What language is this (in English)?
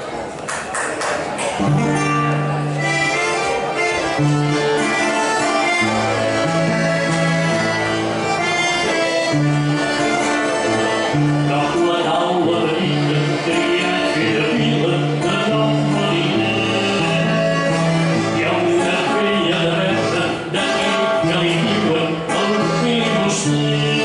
Catalan